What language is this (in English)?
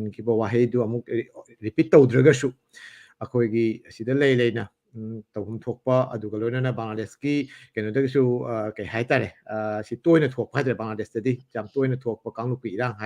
Manipuri